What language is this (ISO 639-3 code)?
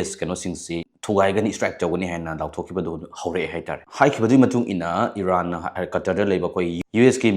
mni